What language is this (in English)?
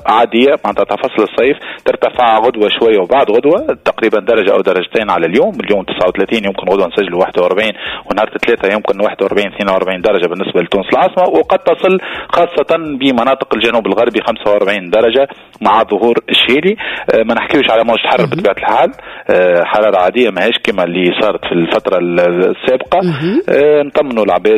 Tunisian Arabic